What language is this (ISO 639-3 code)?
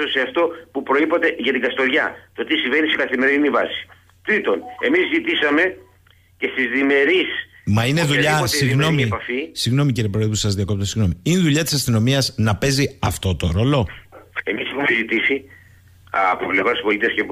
ell